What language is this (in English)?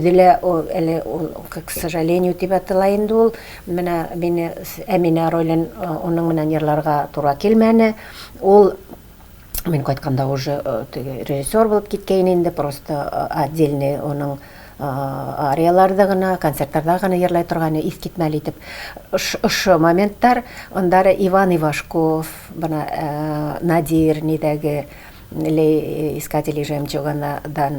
Tatar